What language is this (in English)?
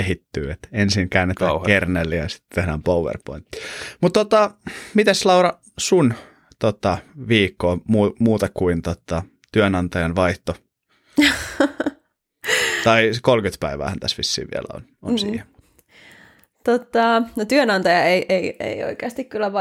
Finnish